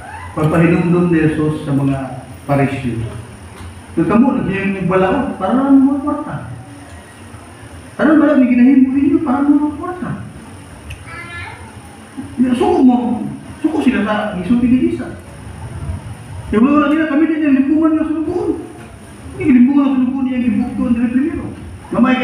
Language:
Cebuano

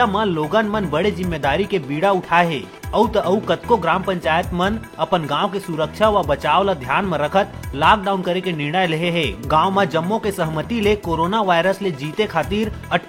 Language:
Chhattisgarhi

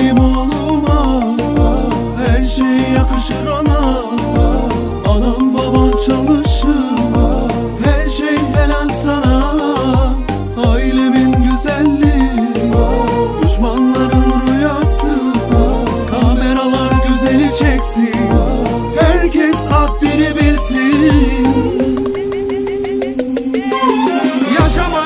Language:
Turkish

